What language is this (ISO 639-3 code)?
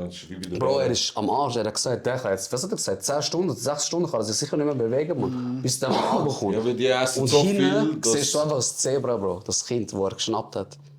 gsw